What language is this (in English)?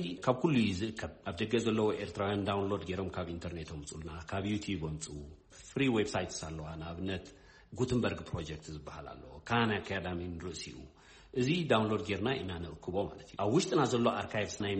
Tigrinya